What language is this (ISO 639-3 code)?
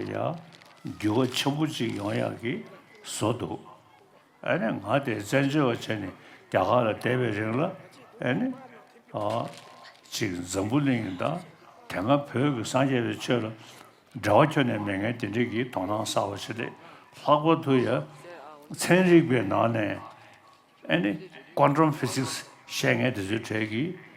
bod